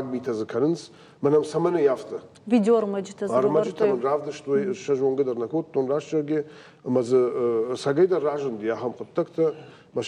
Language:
Ossetic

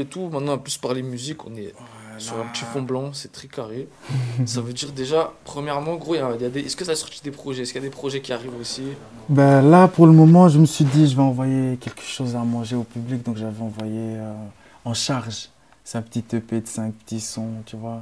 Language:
French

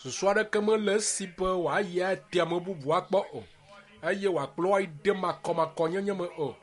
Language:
Ewe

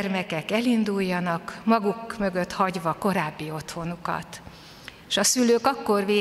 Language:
Hungarian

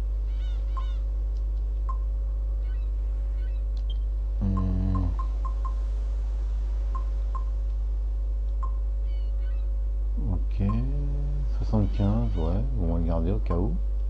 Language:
French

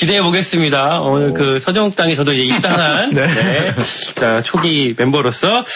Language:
Korean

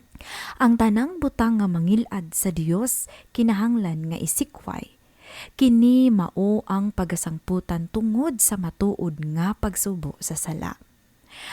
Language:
Cebuano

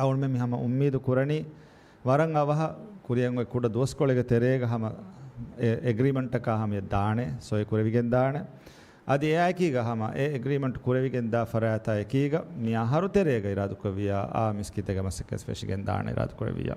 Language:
Divehi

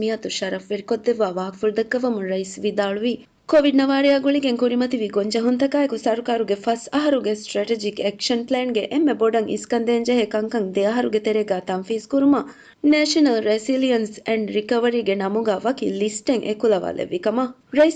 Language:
Divehi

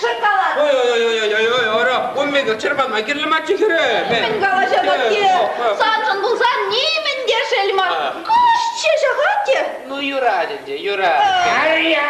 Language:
Chuvash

